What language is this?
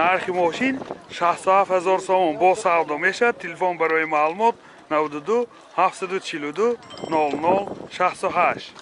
Tajik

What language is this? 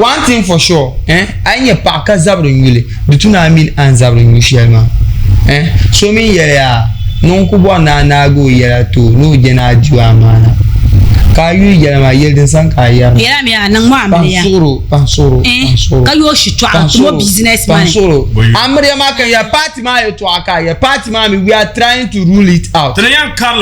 Dagbani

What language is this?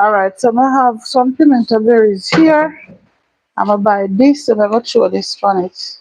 Jamaican Creole English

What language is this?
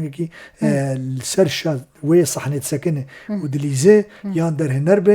Kurdish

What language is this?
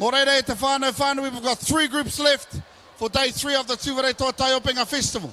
Māori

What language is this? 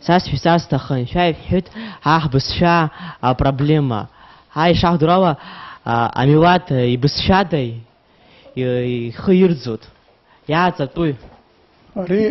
Abkhazian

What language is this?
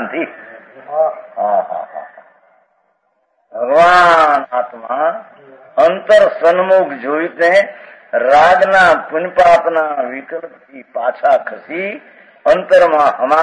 Gujarati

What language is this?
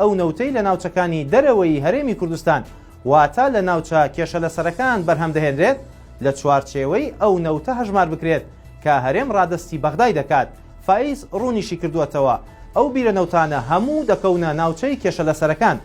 Central Kurdish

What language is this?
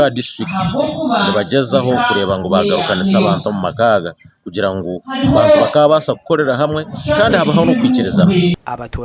Nyankole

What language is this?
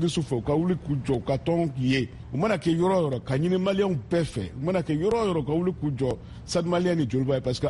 Bambara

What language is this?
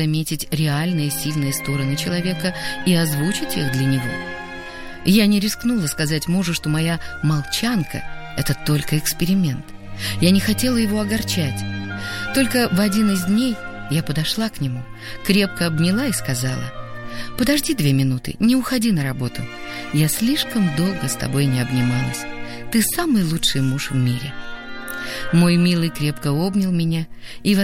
Russian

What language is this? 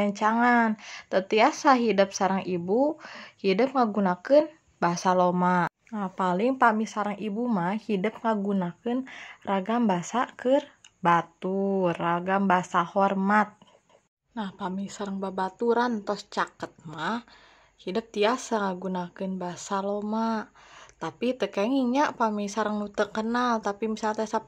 Sundanese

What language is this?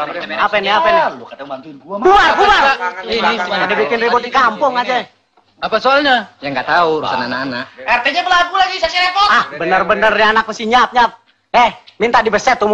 Indonesian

